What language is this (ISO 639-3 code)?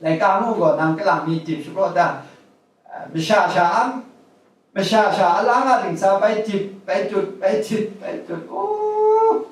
kac